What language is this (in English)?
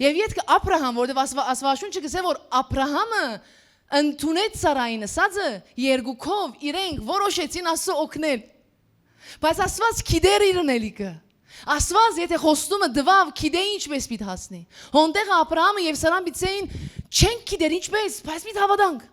Western Armenian